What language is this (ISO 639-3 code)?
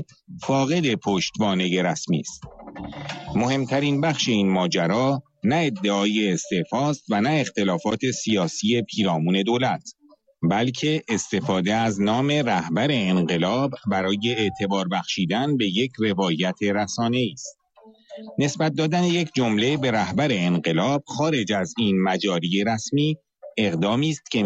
fas